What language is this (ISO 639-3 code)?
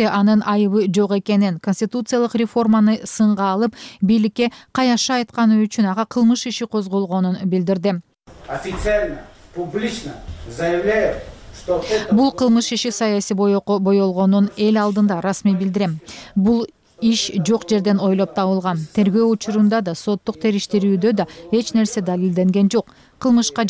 kir